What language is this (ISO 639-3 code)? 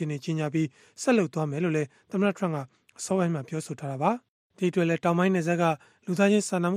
mya